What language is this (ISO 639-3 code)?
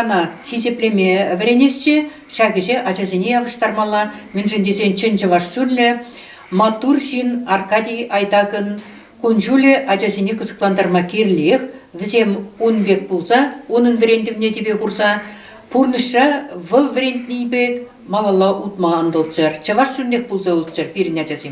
chv